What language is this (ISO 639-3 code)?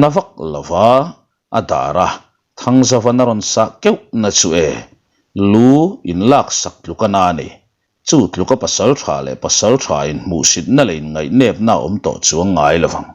lus